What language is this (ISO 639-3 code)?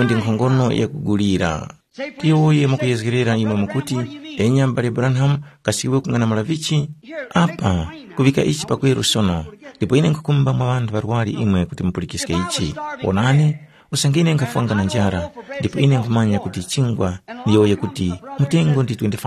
tum